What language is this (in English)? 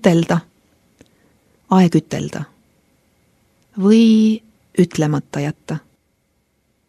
Estonian